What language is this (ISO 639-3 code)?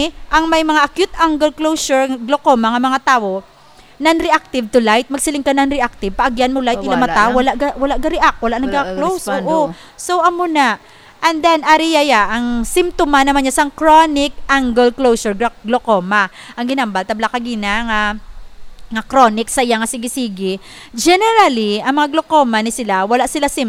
hil